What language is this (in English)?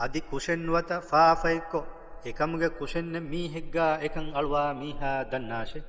Divehi